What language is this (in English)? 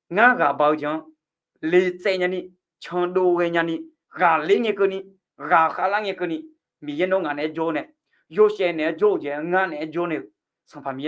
Akha